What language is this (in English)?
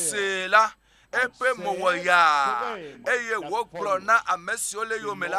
Ewe